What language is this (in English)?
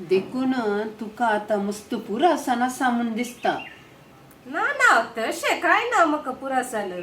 Konkani